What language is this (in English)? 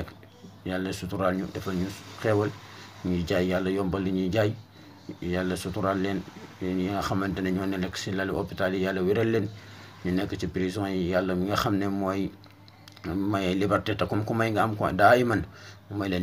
Wolof